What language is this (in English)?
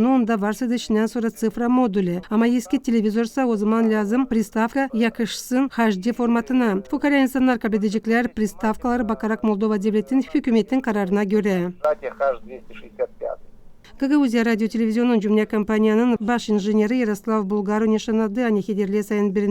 Gagauz